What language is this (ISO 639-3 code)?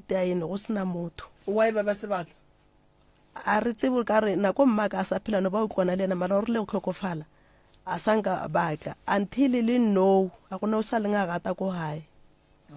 nso